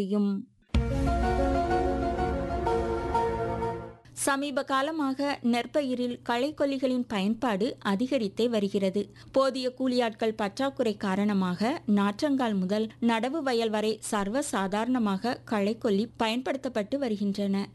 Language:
Tamil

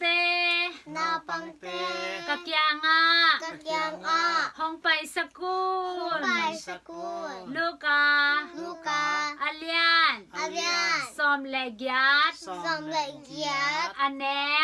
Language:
Tedim Chin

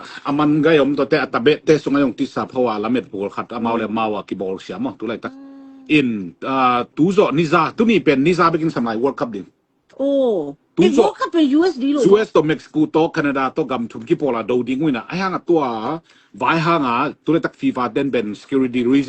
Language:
Tedim Chin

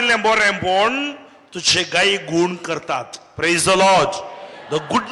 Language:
Konkani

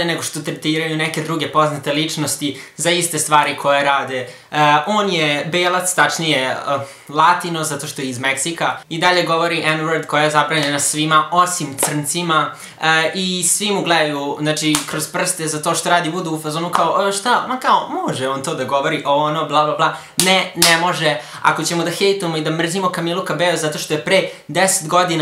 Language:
Serbian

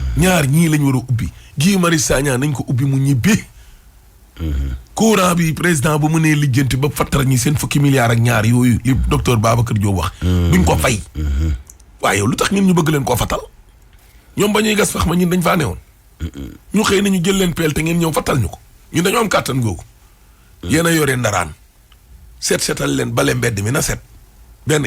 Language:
Wolof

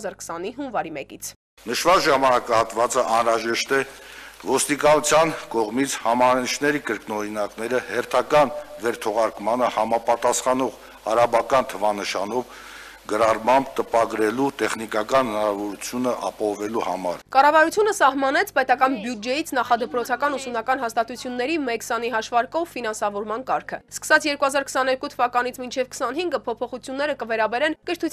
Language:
Armenian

